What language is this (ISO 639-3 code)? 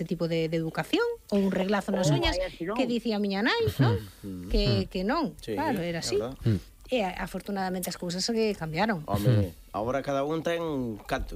glg